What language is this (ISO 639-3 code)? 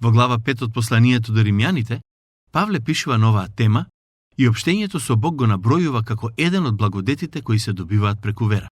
mkd